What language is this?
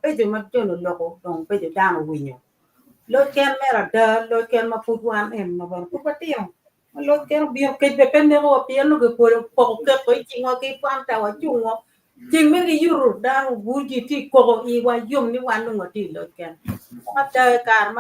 Acoli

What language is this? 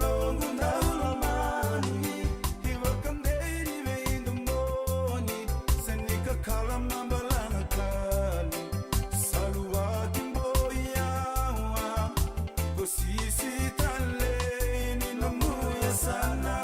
Fijian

